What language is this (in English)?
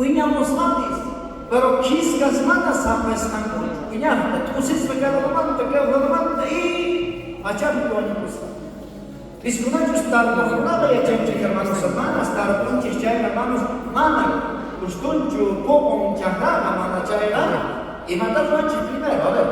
South Bolivian Quechua